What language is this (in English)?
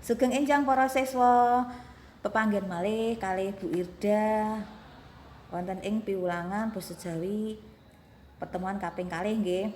Javanese